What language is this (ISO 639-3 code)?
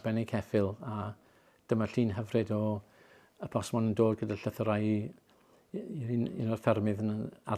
cym